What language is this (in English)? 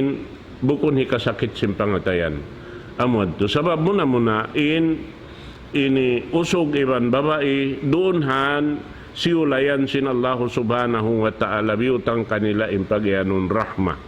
Tausug